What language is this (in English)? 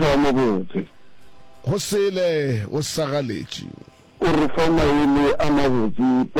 Northern Sotho